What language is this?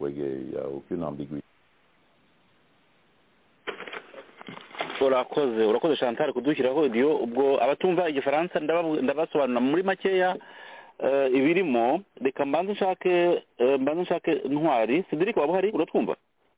Kinyarwanda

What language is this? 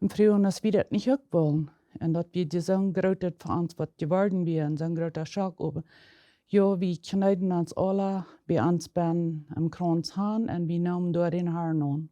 Plautdietsch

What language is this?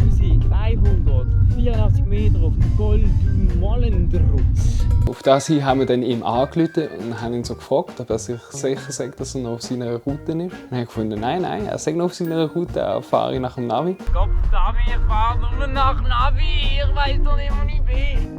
Swiss German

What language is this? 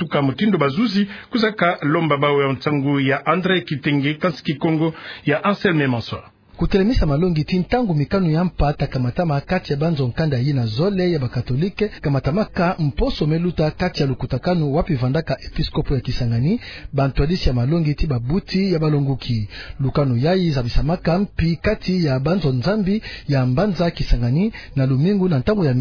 Kituba (Democratic Republic of Congo)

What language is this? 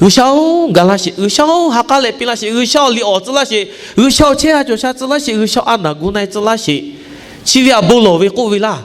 Lahu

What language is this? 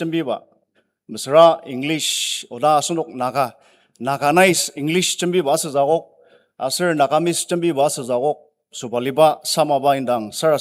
Ao Naga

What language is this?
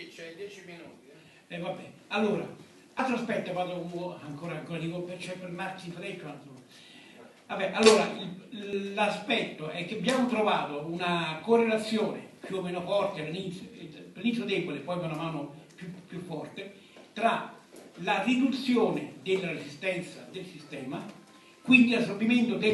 Italian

